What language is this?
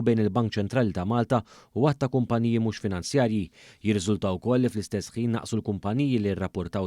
Maltese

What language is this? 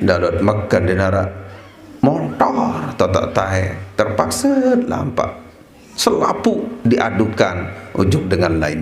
Sasak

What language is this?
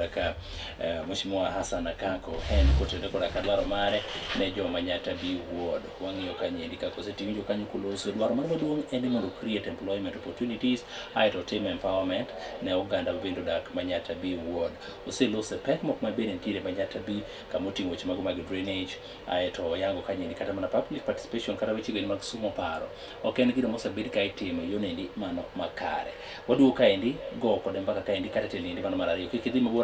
Luo (Kenya and Tanzania)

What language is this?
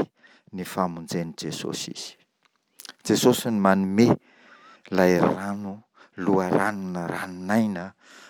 Malagasy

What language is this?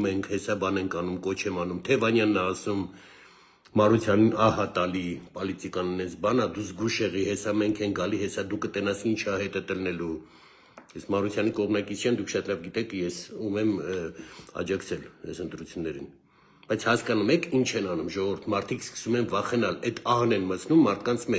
Armenian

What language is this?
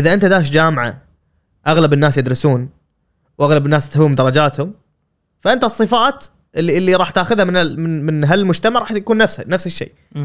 Gulf Arabic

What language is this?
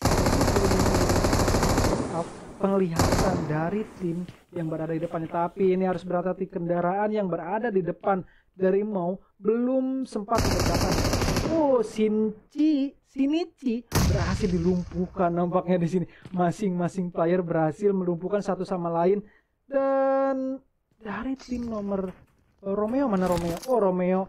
Indonesian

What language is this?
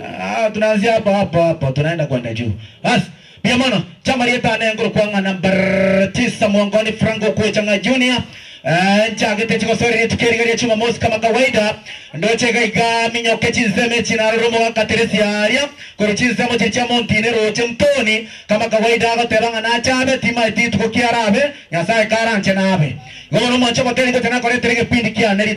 Gusii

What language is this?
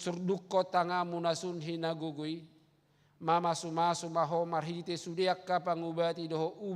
Batak Toba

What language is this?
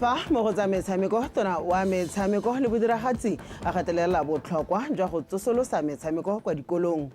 Tswana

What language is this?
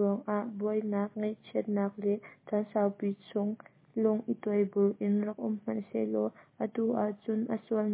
Hakha Chin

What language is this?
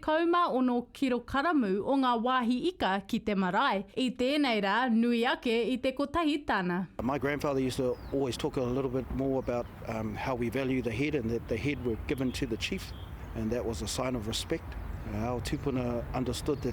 Māori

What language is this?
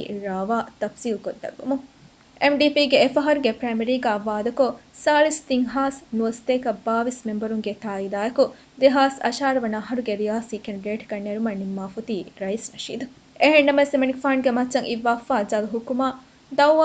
Divehi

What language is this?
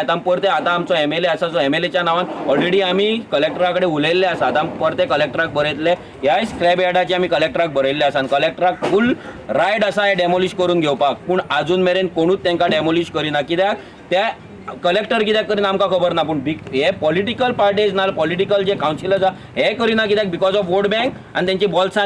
Konkani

